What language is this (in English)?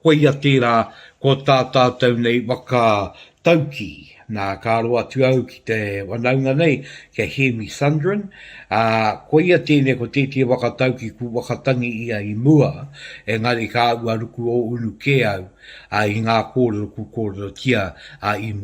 Māori